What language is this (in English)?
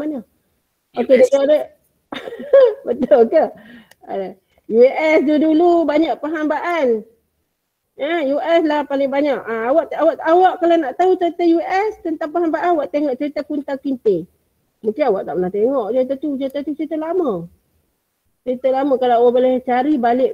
Malay